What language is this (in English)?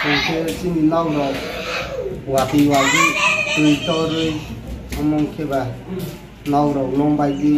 Riang (India)